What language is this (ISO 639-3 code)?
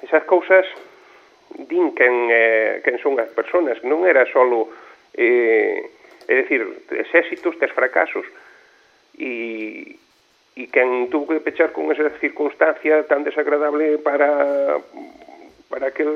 glg